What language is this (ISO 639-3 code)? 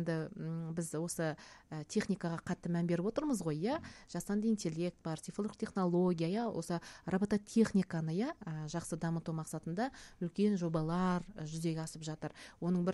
kaz